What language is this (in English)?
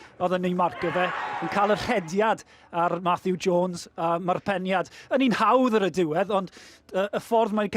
Welsh